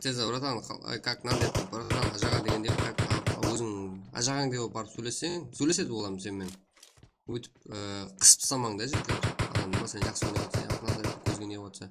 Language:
Kara-Kalpak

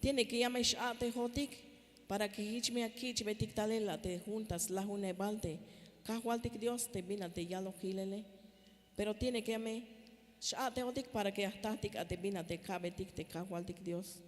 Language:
Tzeltal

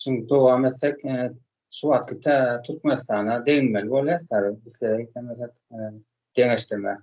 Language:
Turkmen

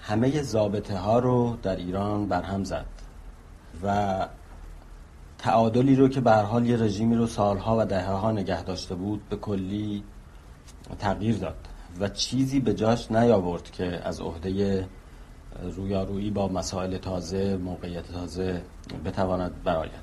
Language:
Persian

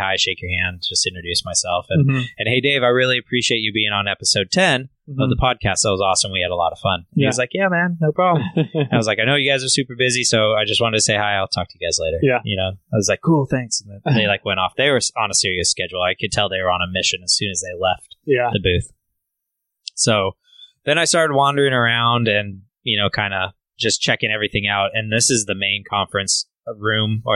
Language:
English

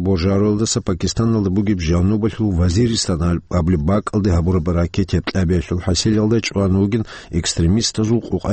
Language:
Avaric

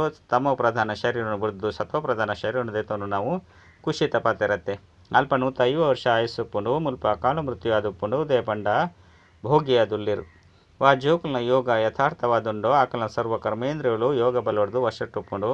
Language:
Tulu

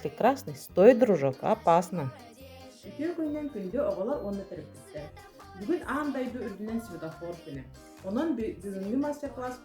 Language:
Yakut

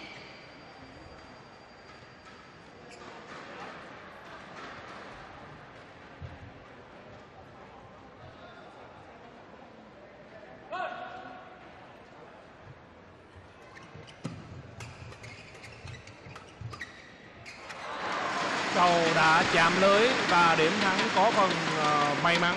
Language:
Vietnamese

